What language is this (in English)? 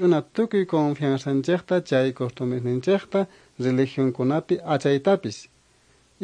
Quechua